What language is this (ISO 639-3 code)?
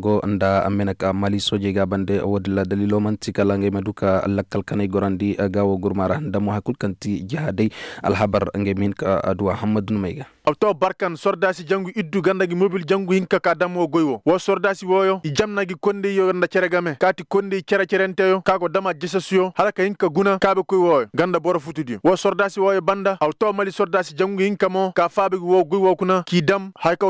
ses